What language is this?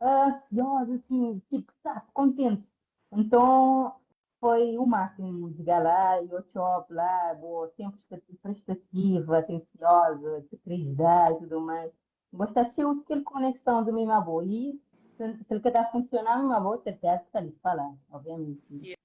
Kabuverdianu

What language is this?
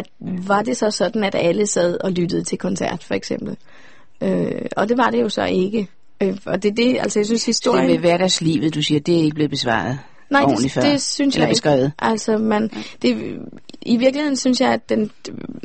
Danish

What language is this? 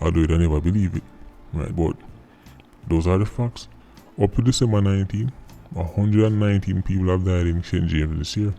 Jamaican Creole English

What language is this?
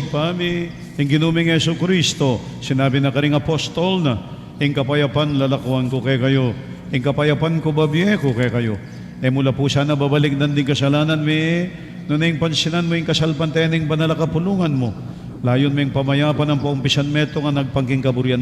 Pampanga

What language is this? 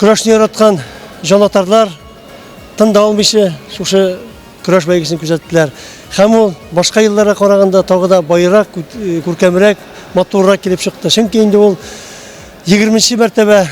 Tatar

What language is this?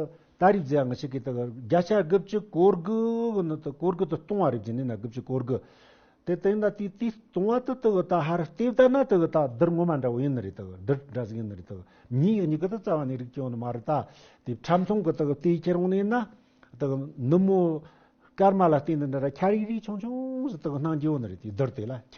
Tibetan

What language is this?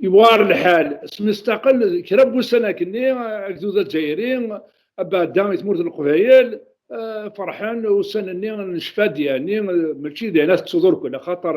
Kabyle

